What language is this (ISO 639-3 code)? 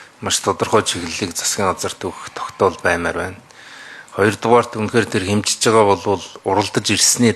mon